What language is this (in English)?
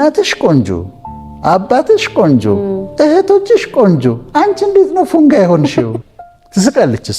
Amharic